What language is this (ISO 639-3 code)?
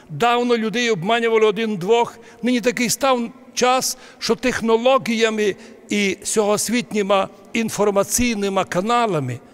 rue